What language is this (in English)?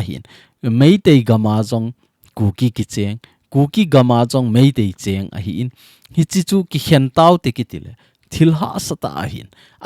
Thado Chin